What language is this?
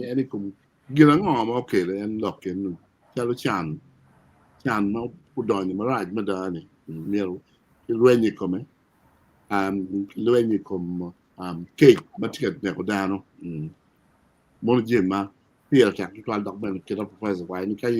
Acoli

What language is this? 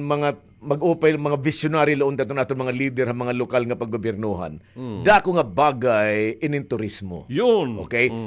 Waray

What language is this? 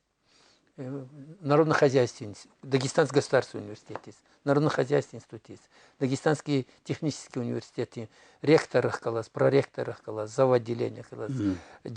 Lezghian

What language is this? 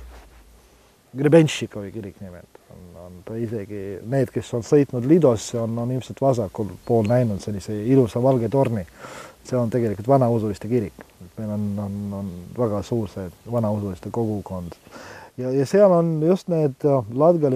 Estonian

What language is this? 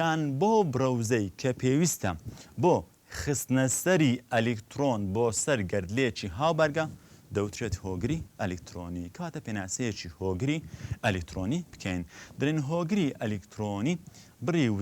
Central Kurdish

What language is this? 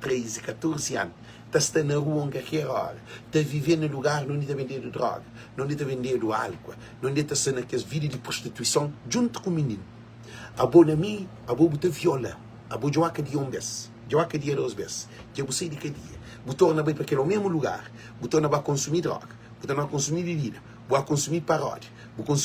Kabuverdianu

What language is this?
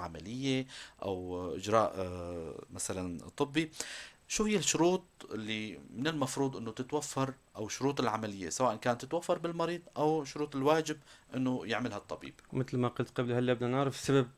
North Levantine Arabic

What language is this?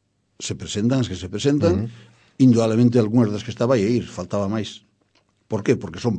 Galician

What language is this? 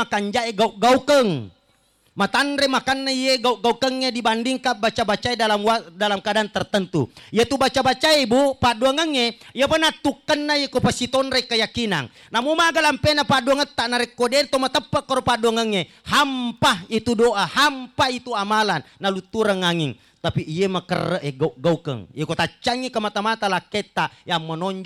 Buginese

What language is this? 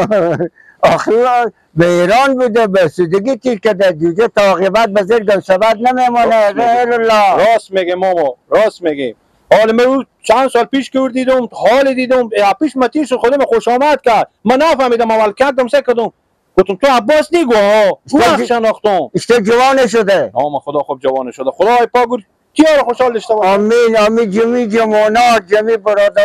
Persian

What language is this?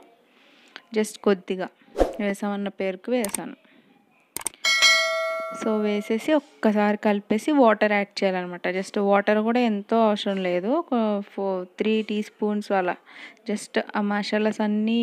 Telugu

